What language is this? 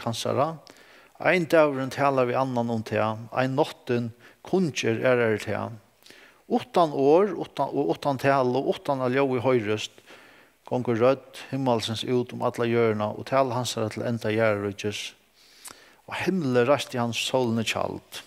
Faroese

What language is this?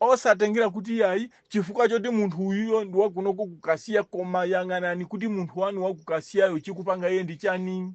Nyanja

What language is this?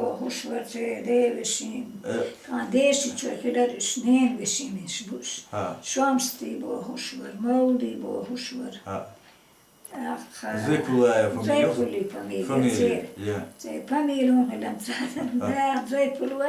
Chechen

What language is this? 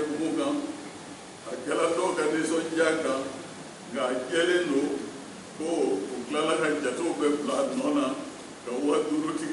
Bambara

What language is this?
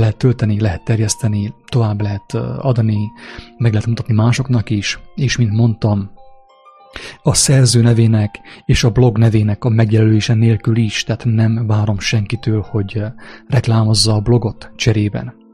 Hungarian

